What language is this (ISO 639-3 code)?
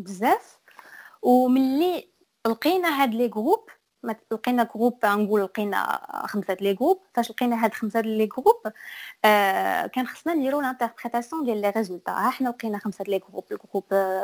ary